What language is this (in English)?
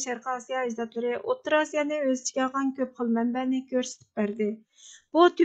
Uyghur